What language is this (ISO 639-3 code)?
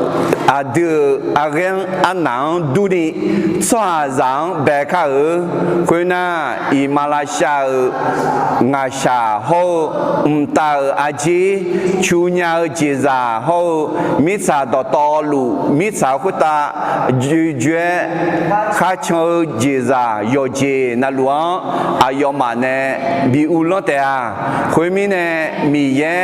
ahk